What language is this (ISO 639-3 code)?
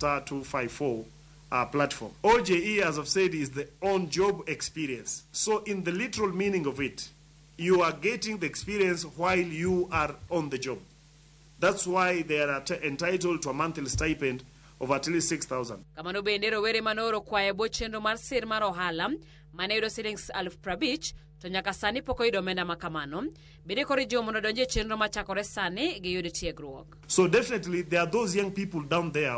luo